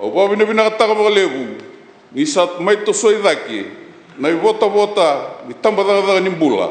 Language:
Fijian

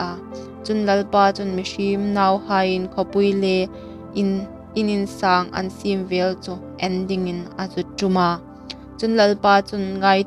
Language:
Hmar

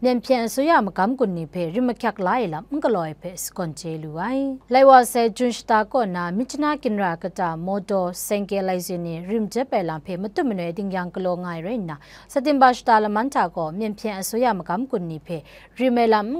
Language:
Kachin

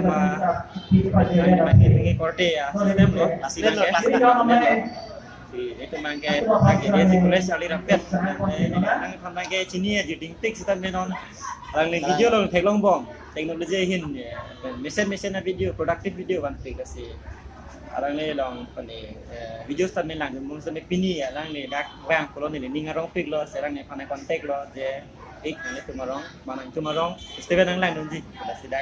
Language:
Karbi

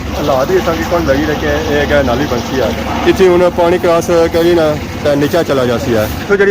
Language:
Pahari-Potwari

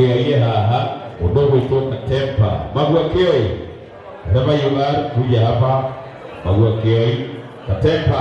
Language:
Kikuyu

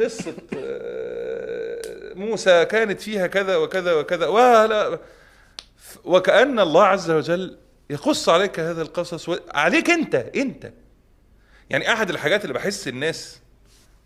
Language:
Egyptian Arabic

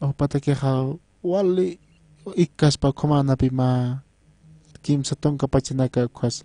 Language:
Aymara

